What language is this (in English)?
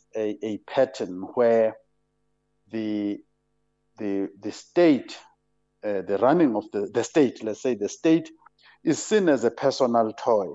English